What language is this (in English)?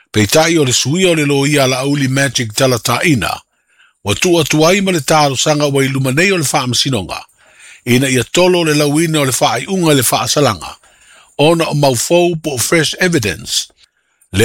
Samoan